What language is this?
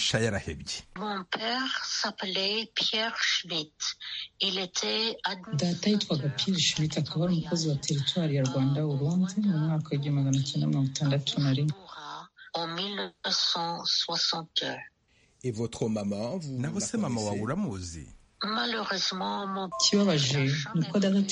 Kinyarwanda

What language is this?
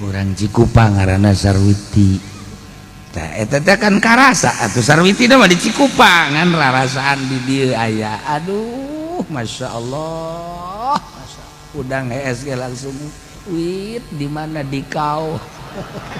Sundanese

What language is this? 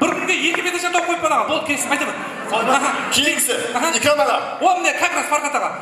Kara-Kalpak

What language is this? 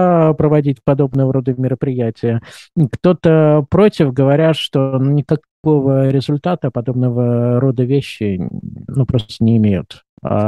Russian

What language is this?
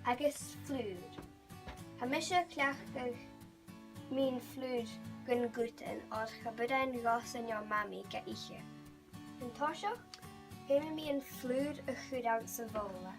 Scottish Gaelic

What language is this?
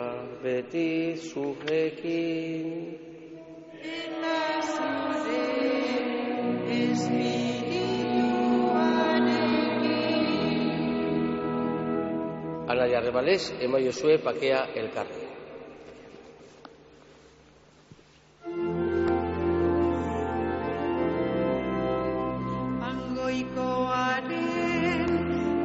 Basque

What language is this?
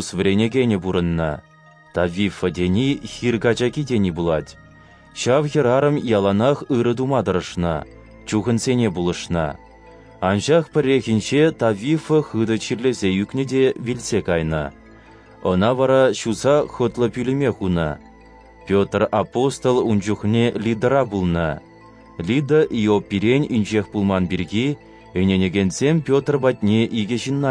Chuvash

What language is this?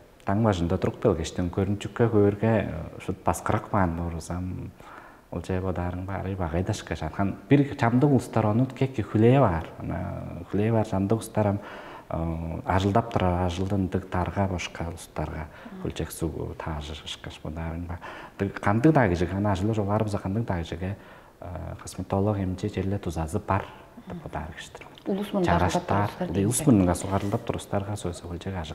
Tuvinian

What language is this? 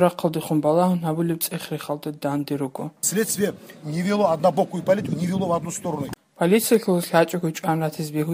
Avaric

